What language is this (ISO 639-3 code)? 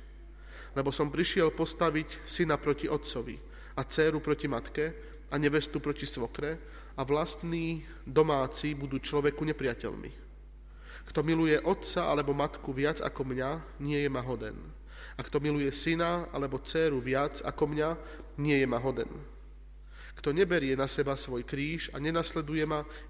slk